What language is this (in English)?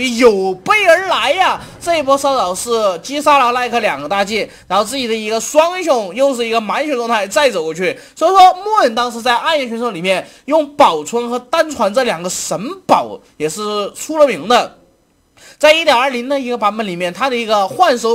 Chinese